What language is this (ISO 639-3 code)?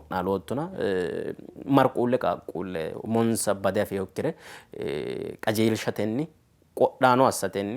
sid